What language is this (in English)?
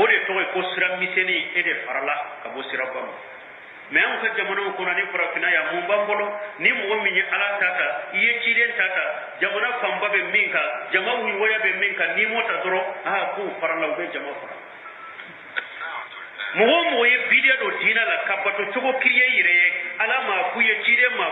Bambara